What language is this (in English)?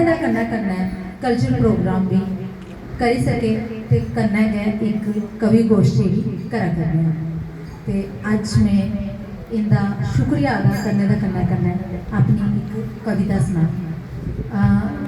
Dogri